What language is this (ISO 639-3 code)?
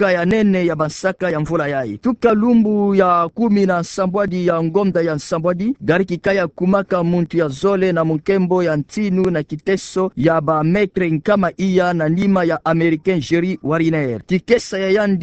ktu